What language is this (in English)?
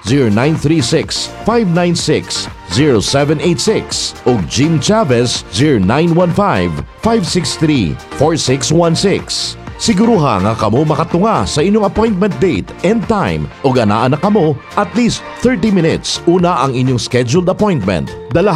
Cebuano